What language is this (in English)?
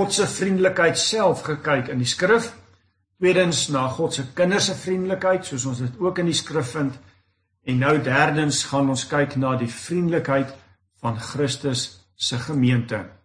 Afrikaans